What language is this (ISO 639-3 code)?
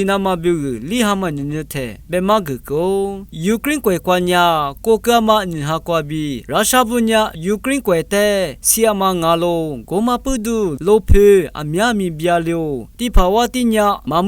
lis